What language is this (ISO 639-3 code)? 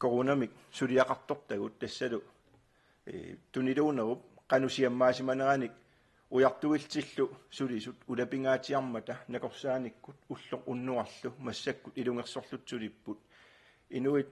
kal